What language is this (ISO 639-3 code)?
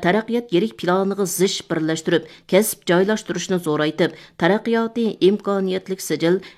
uig